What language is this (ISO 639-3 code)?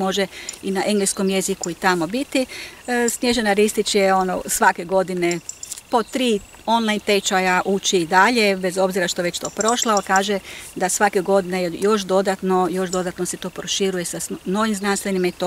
hrv